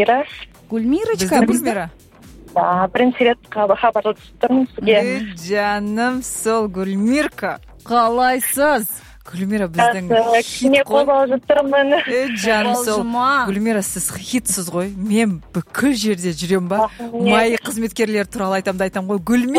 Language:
Kazakh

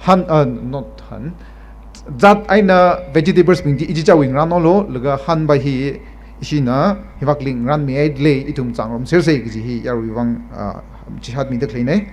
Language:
Tangkhul Naga (India)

